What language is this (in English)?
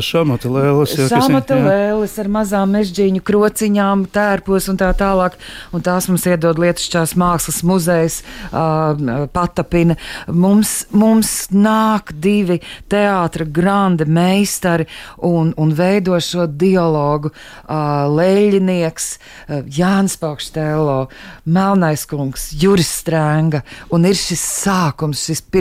Latvian